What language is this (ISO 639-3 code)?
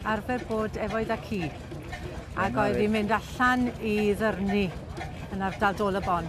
cym